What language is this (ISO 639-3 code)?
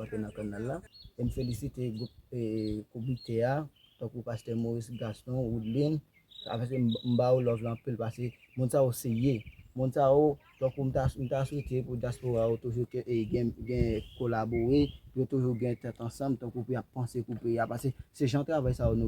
hat